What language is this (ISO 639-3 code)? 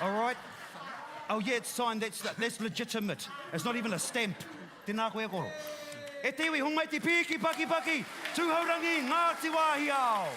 mri